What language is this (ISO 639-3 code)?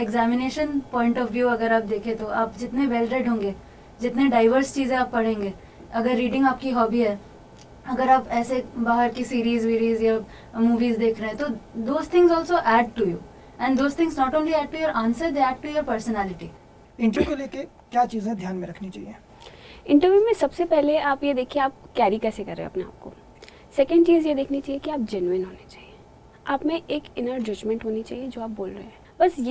hin